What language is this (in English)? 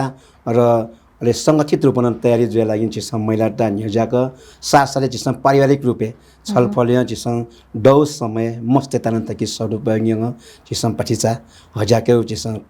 Newari